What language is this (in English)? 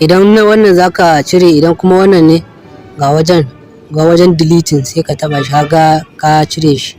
Hausa